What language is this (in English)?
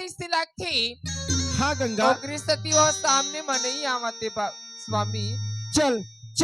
Chhattisgarhi